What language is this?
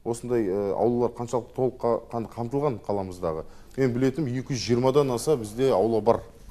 Kazakh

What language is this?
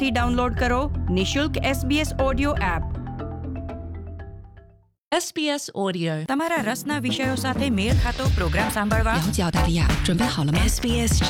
Gujarati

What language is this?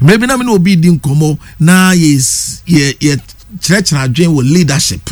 Akan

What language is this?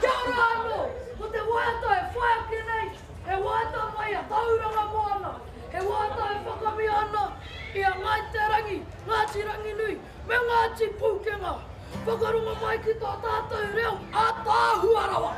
Māori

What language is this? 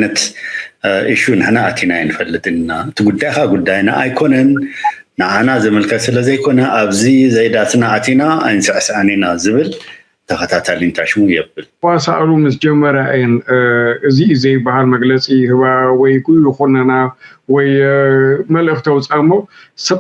Tigrinya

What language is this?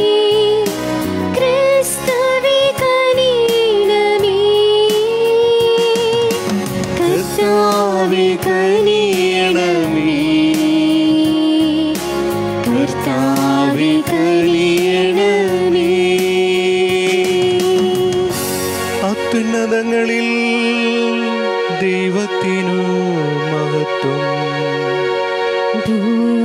Malayalam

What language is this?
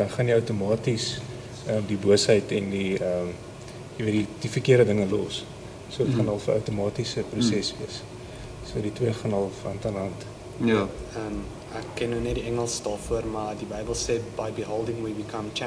Afrikaans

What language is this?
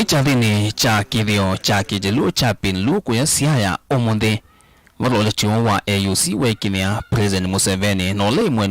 Kamba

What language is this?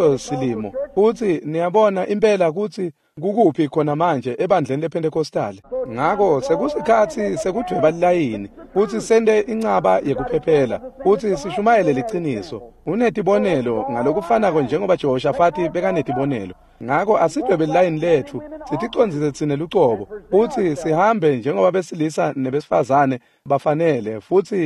Swati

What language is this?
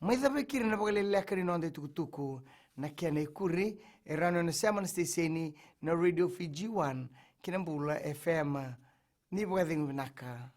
Fijian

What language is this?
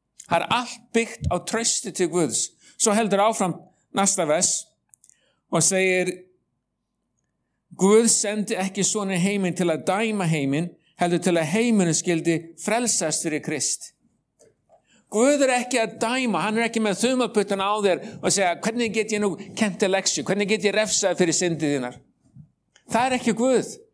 Icelandic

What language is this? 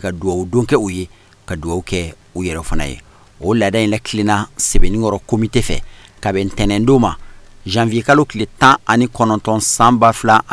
Bambara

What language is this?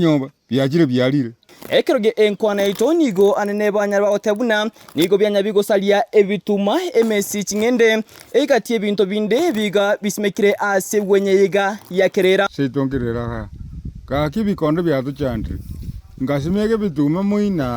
Gusii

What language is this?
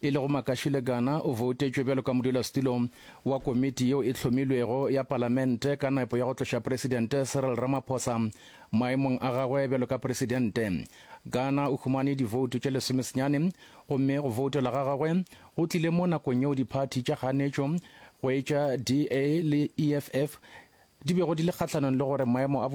Northern Sotho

